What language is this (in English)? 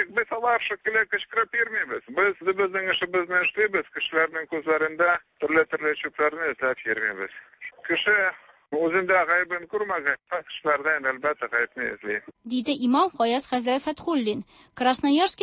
Tatar